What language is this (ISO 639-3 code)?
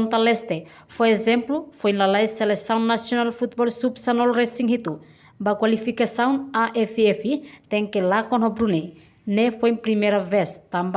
tet